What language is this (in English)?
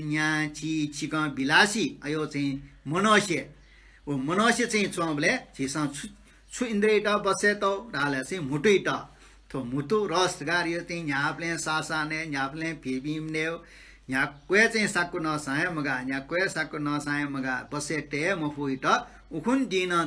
Newari